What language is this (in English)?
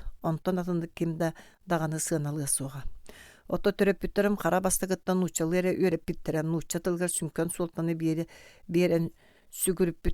Yakut